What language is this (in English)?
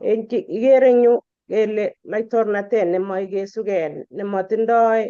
Kalenjin